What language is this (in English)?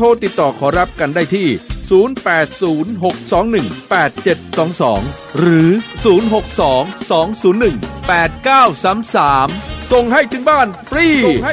Thai